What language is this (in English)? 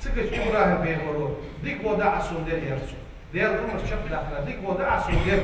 Ingush